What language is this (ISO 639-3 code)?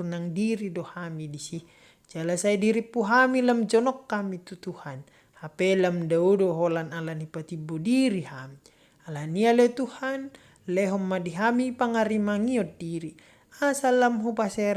bbc